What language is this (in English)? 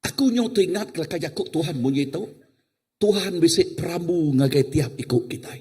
Iban